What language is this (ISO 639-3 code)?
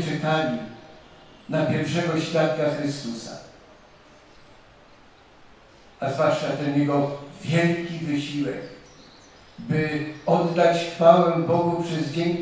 pol